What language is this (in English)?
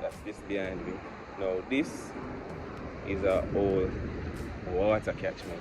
Jamaican Creole English